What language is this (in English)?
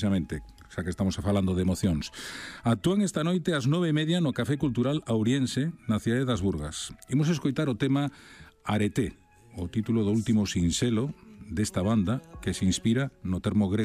Galician